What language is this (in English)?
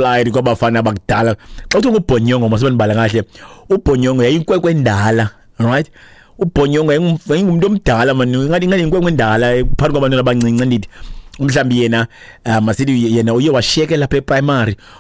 Xhosa